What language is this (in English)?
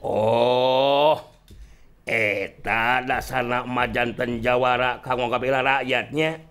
Sundanese